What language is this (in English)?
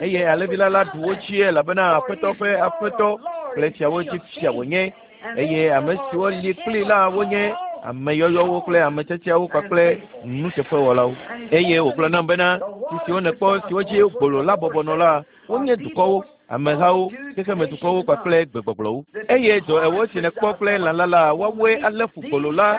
Ewe